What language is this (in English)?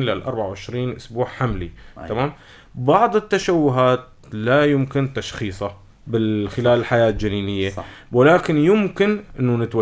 North Levantine Arabic